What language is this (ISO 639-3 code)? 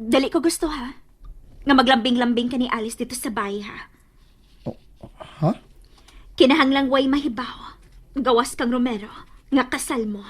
ceb